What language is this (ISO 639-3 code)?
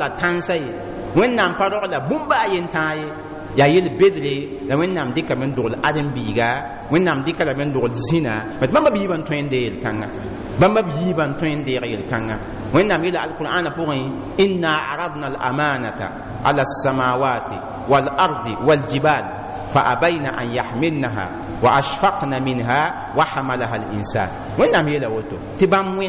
mos